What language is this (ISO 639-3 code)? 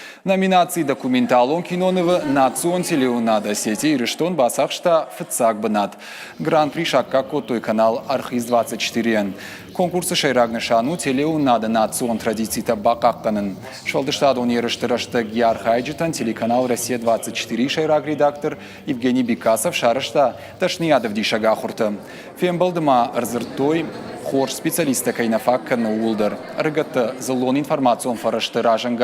oss